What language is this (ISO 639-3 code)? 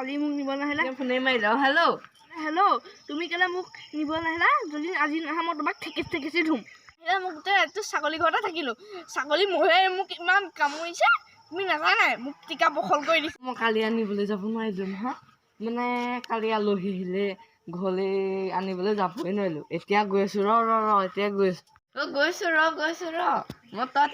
asm